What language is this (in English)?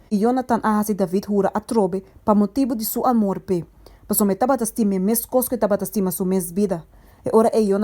Papiamento